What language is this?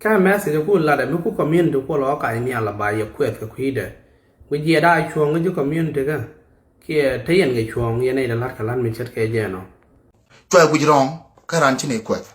Nuer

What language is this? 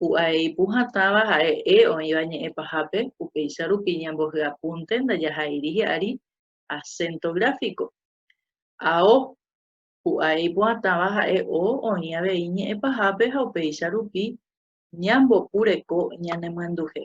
Guarani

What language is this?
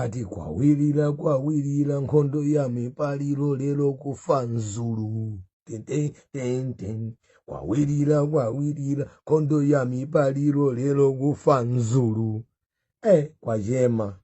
Nyanja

